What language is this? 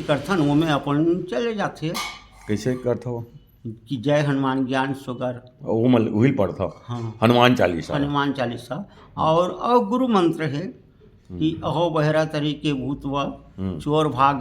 Chhattisgarhi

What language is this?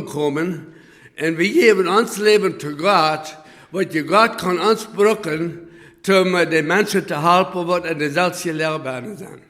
Plautdietsch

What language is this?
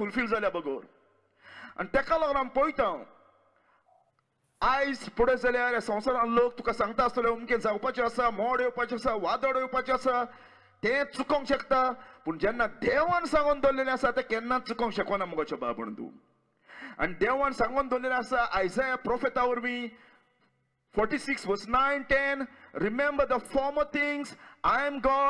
Konkani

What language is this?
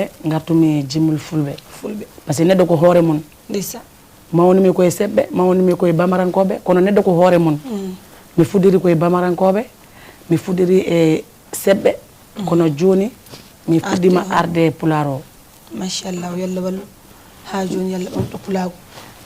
Fula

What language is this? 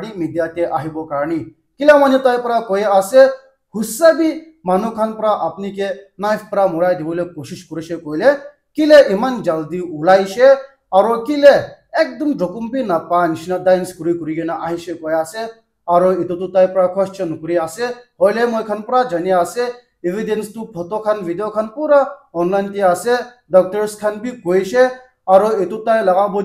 Naga Pidgin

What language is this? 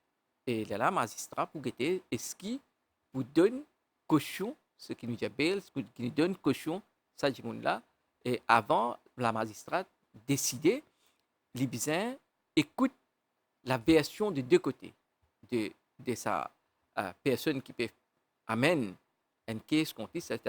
Morisyen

